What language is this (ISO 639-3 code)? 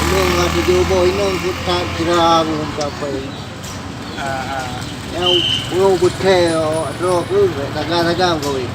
ace